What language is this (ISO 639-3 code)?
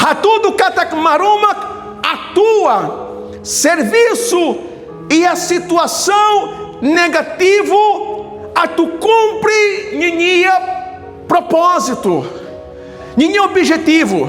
tet